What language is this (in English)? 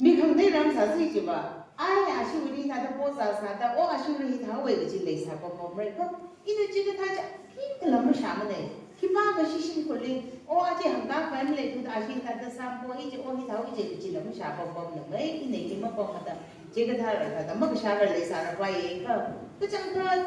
Tangkhul Naga (India)